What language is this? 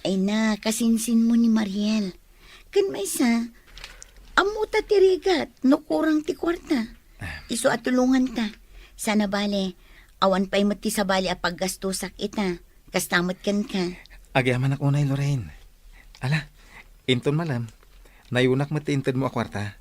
Iloko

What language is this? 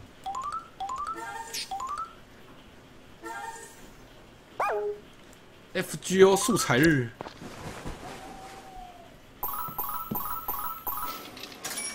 Chinese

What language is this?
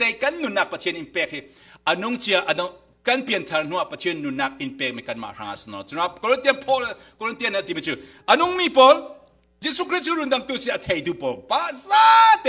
Falam Chin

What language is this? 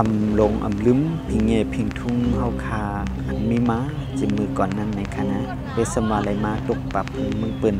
Shan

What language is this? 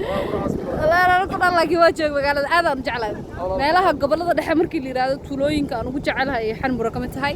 Somali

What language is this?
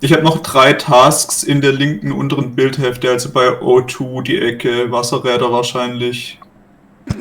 Swiss German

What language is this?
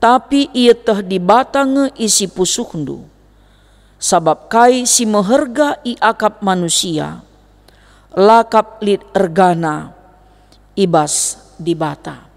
Batak Karo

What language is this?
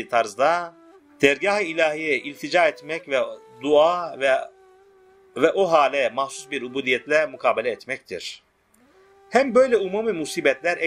Turkish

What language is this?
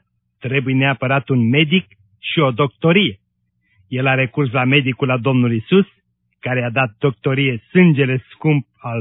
Romanian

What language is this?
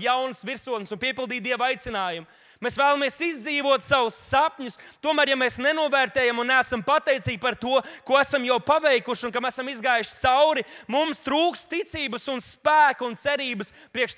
Latvian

